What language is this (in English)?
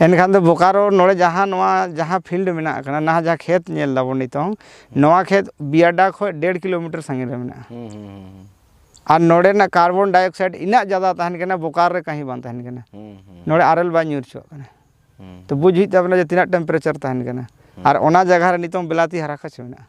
Santali